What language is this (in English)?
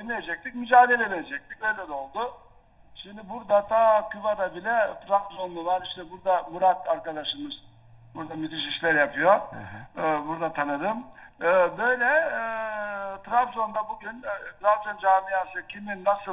Turkish